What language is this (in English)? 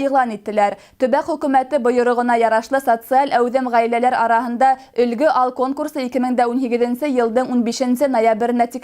Bashkir